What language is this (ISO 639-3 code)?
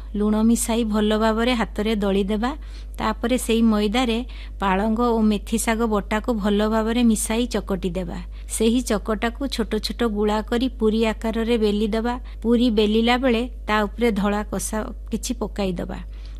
ori